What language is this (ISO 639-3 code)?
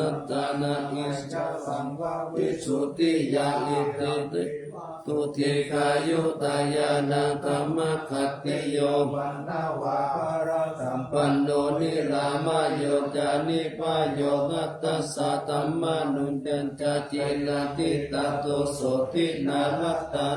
pli